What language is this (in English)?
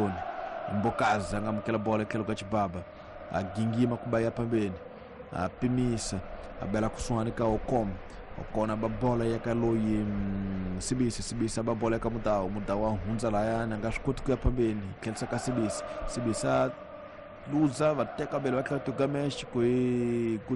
Tsonga